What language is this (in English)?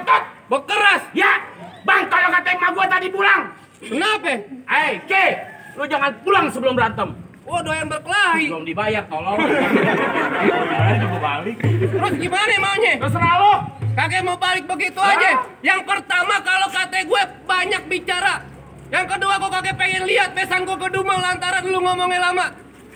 Betawi